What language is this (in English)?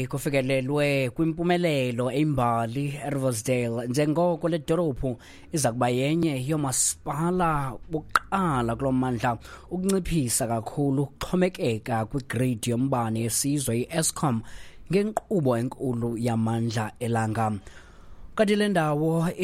Xhosa